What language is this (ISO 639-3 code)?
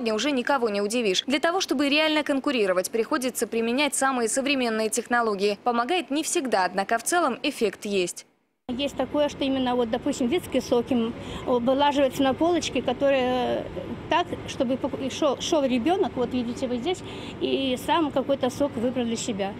rus